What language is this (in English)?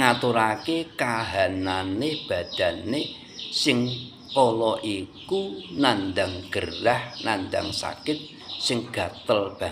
Javanese